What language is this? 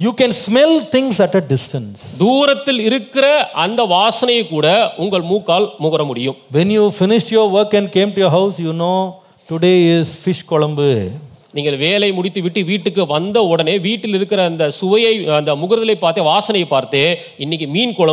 Tamil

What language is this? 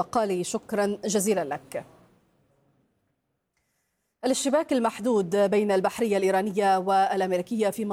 Arabic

